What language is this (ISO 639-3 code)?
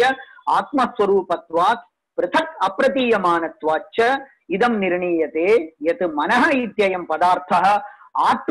san